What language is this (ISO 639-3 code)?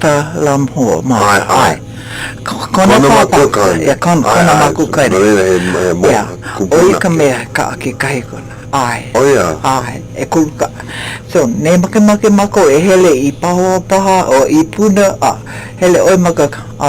haw